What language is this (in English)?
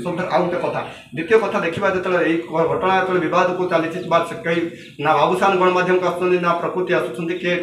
Odia